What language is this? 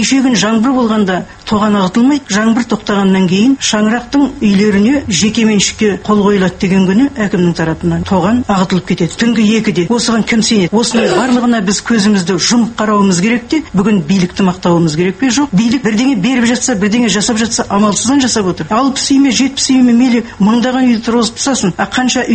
Kazakh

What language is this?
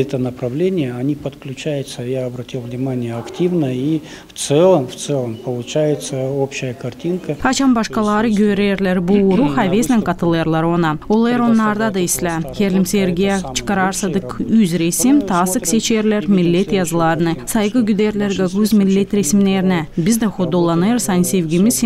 Gagauz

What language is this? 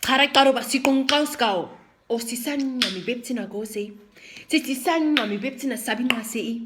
Nama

